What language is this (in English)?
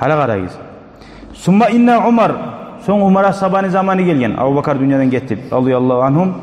Kumyk